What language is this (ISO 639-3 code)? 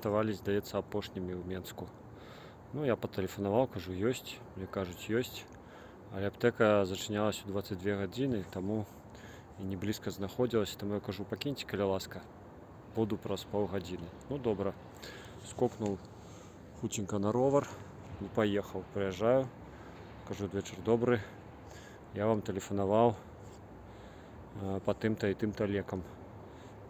bel